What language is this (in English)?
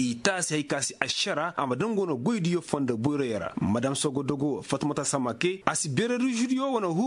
Zarma